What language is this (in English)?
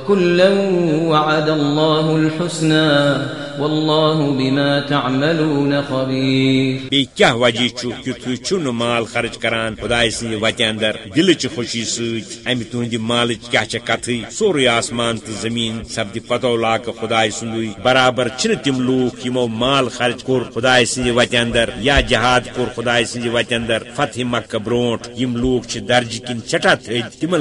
Kashmiri